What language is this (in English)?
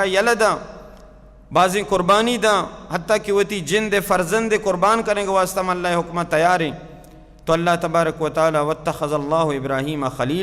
Baluchi